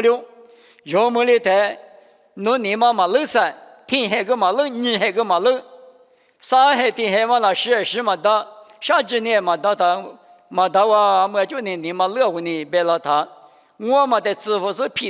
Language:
Lisu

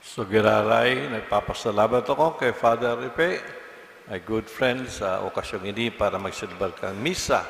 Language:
Bikol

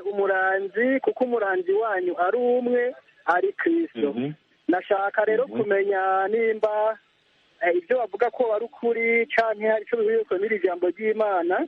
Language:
Rundi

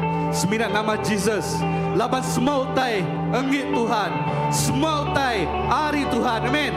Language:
Iban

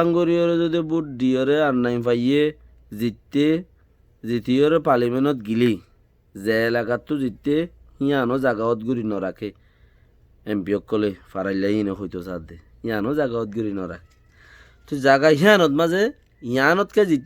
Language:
Rohingya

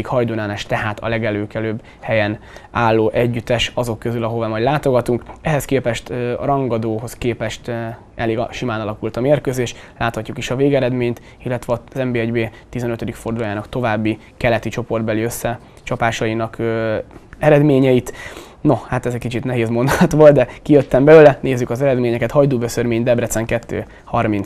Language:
Hungarian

